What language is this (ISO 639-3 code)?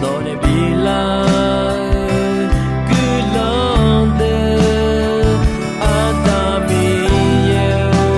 ahk